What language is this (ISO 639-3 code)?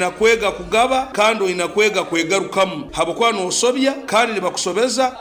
nyo